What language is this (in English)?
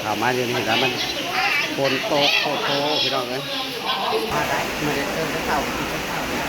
Northeastern Thai